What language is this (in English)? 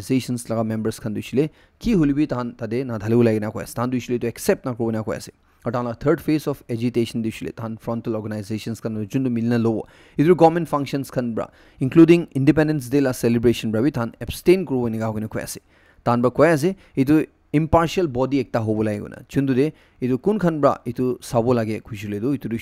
Naga Pidgin